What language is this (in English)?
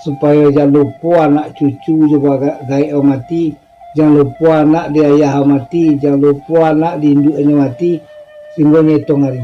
Minangkabau